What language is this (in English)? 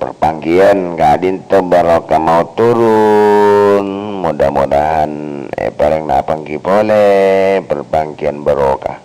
Madurese